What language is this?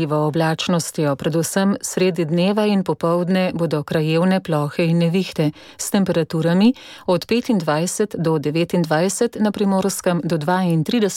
Slovenian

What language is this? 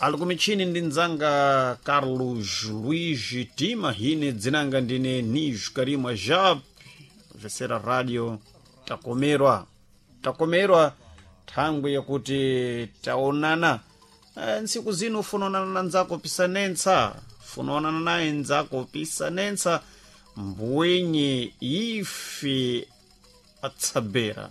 Sena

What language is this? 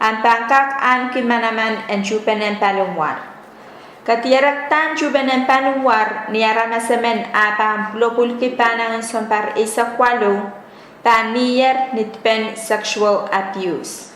Pohnpeian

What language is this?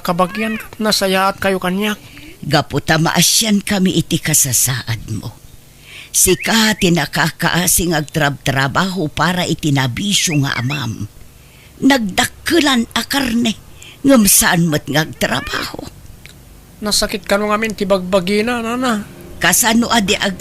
Iloko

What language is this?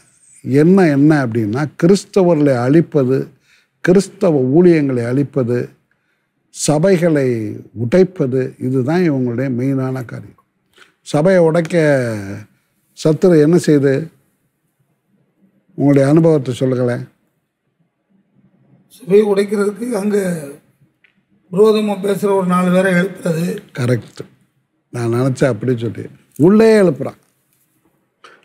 Tamil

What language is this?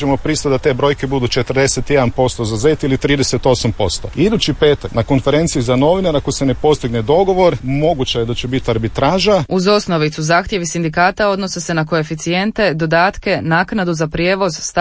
Croatian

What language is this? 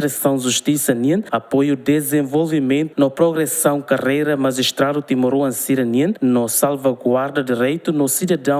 Tetum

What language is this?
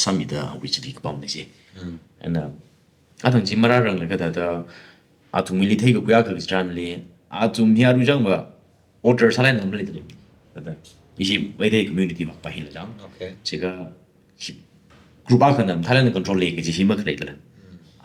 Tangkhul Naga (India)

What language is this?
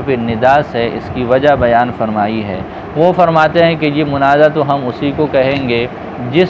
Urdu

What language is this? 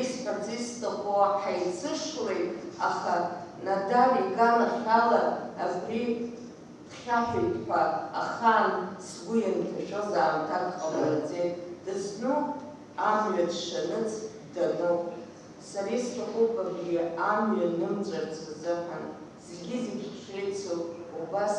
Abkhazian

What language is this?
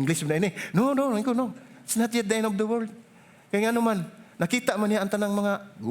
Cebuano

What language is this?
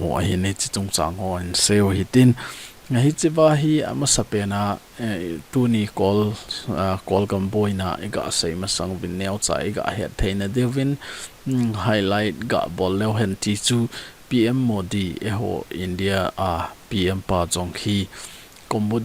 Thado Chin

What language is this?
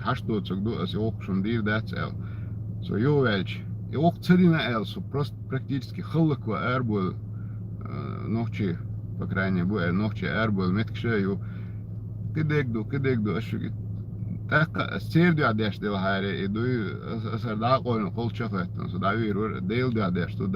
Chechen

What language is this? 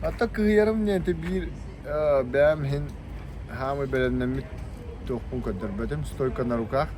Yakut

